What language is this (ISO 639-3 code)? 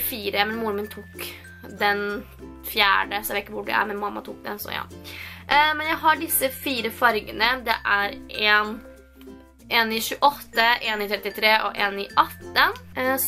nor